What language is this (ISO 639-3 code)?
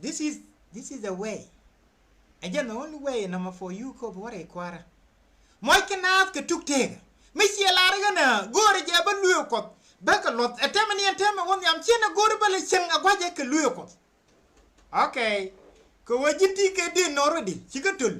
nus